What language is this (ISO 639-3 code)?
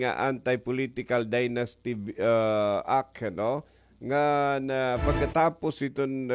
war